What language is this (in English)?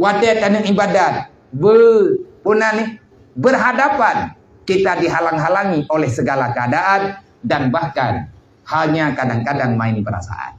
Achinese